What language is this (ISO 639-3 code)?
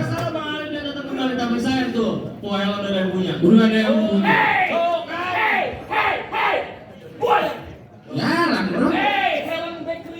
bew